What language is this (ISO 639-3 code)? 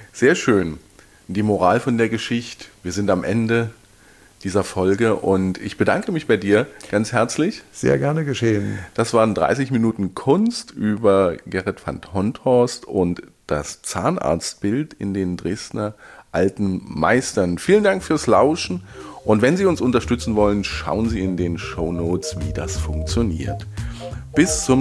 deu